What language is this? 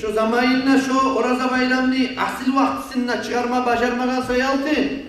Kumyk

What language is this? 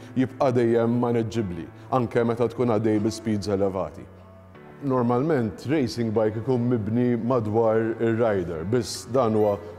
Maltese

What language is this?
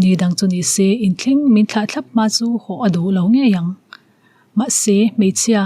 Mizo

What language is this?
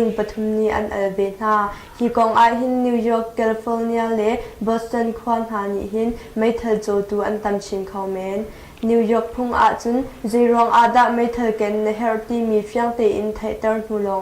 Hakha Chin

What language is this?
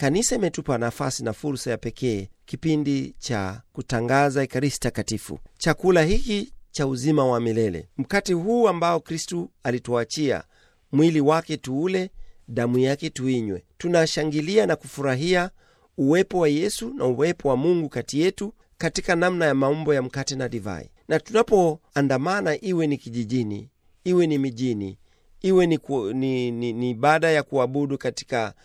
Swahili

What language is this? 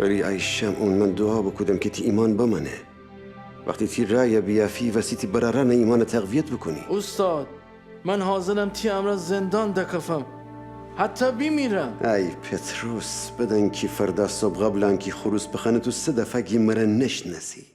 Gilaki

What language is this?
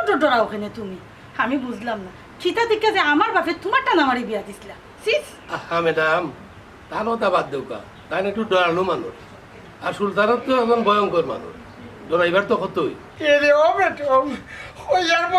Sylheti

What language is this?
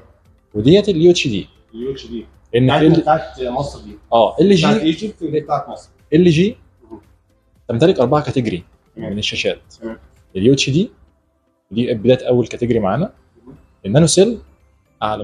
Egyptian Arabic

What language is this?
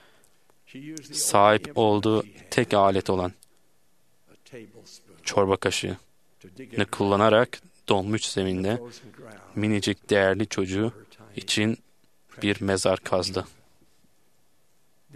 Turkish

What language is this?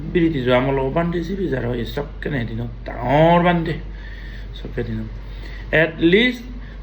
Chakma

